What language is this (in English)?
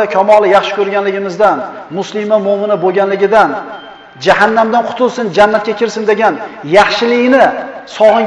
Uzbek